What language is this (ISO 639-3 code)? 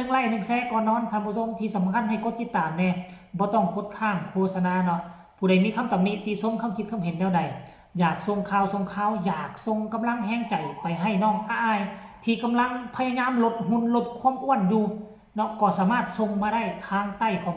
tts